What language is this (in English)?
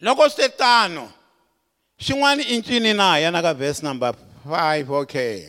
Tsonga